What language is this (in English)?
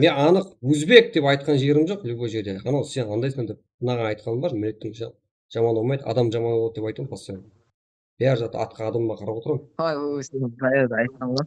Kara-Kalpak